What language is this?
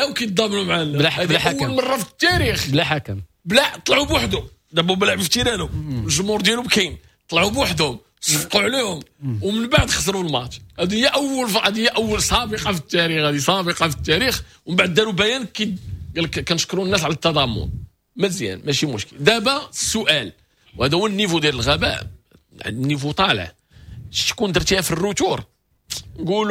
Moroccan Arabic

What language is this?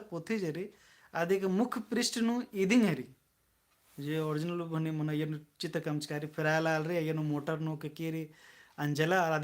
Kurukh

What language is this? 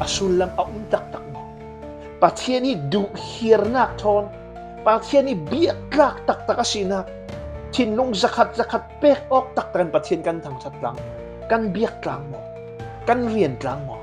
Falam Chin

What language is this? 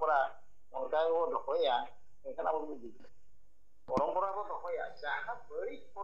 Santali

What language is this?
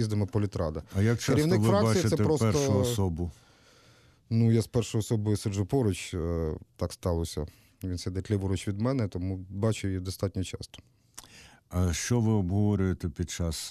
Ukrainian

